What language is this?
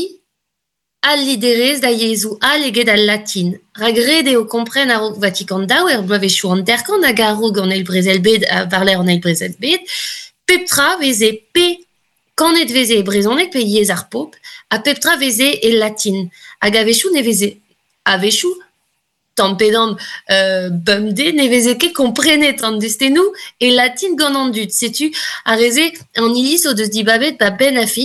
Breton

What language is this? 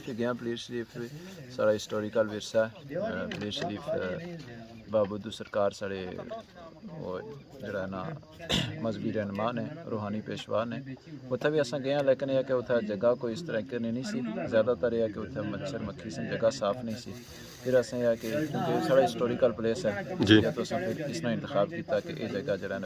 Pahari-Potwari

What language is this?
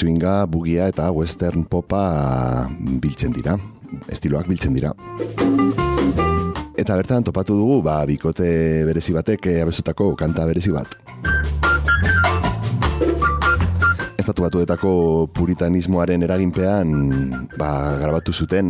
Basque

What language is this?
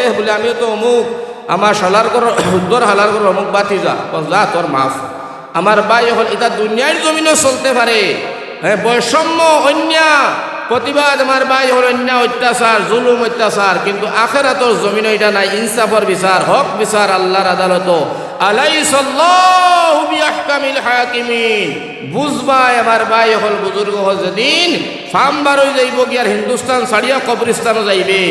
Sylheti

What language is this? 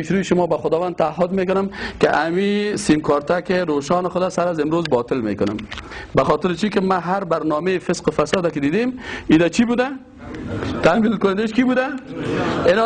Persian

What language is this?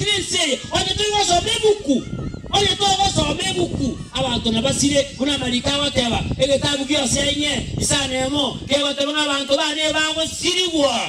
Gusii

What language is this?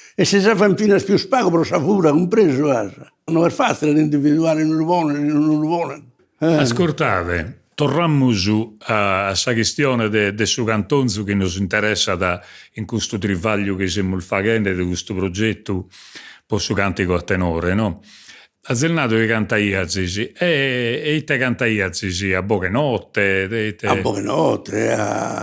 Sardinian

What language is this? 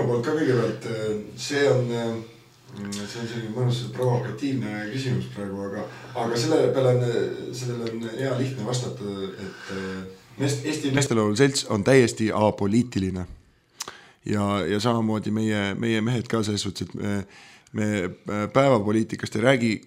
Estonian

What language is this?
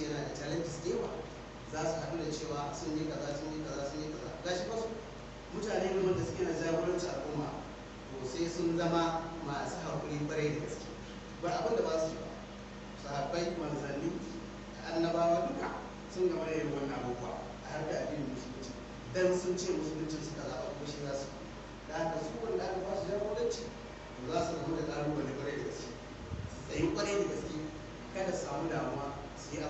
Hausa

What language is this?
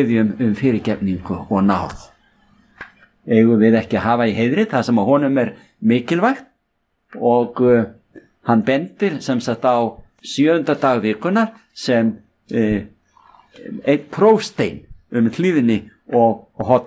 Icelandic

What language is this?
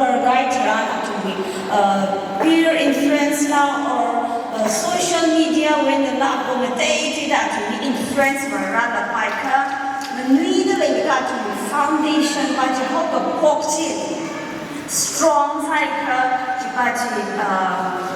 Tangkhul Naga (India)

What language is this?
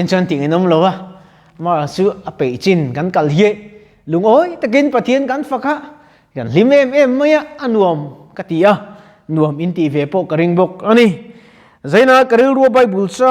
Mizo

